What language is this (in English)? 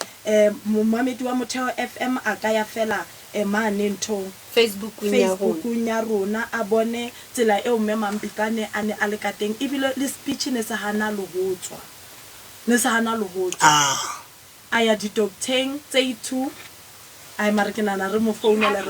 Southern Sotho